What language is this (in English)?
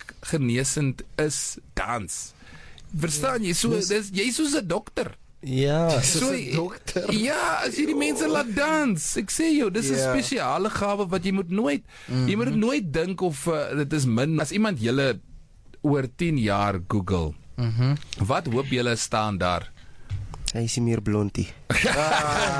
Afrikaans